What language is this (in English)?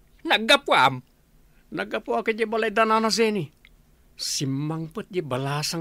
Iloko